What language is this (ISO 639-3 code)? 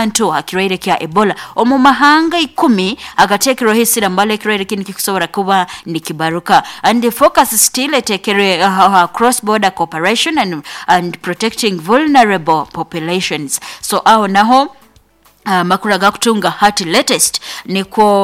nyo